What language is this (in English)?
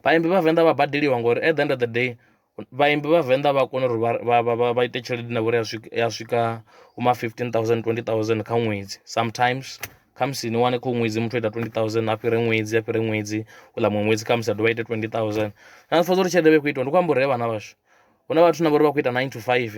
Venda